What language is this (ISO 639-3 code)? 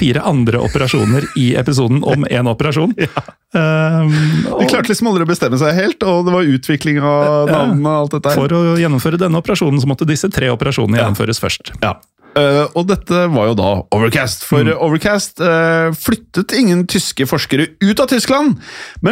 nor